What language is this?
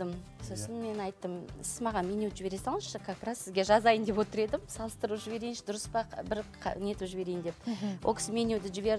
Kazakh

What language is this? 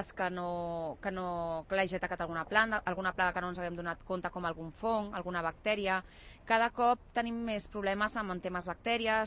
Catalan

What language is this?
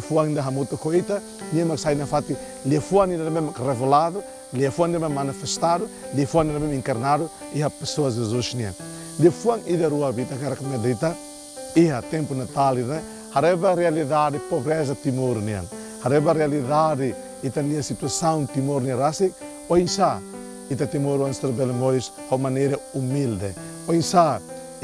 Tetum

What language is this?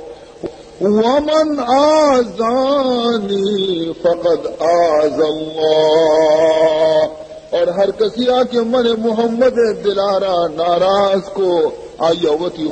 Baluchi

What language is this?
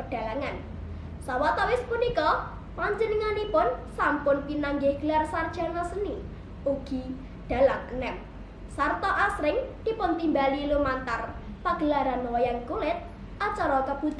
Javanese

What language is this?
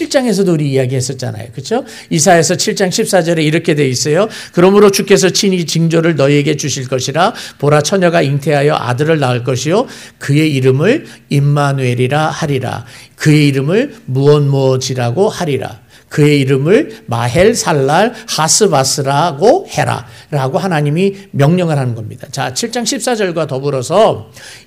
Korean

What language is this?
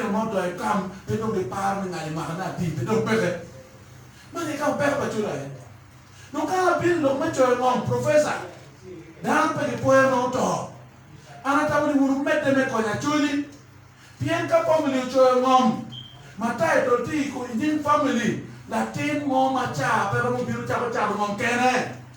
Acoli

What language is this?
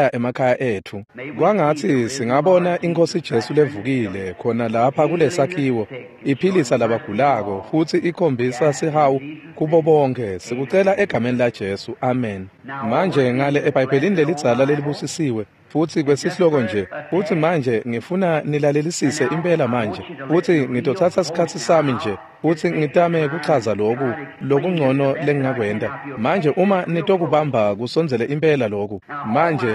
Swati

